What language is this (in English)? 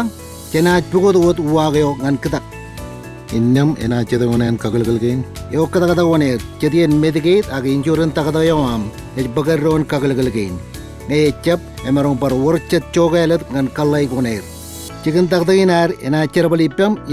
Marshallese